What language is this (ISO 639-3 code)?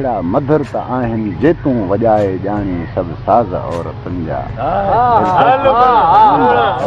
snd